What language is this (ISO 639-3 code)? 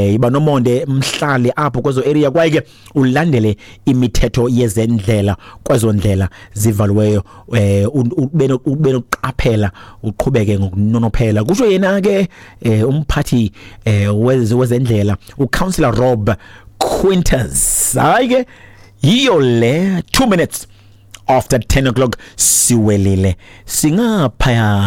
xho